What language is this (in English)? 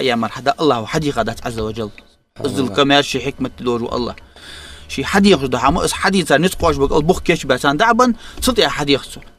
Ingush